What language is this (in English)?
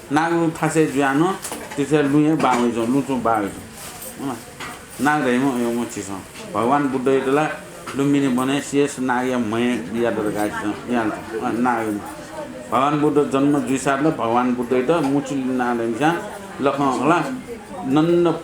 Newari